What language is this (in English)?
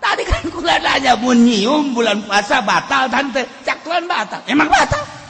Sundanese